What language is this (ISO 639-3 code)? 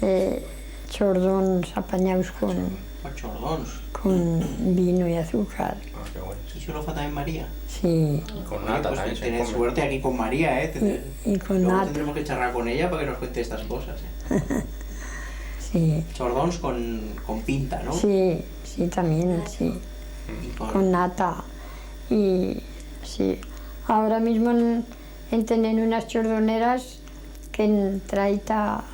arg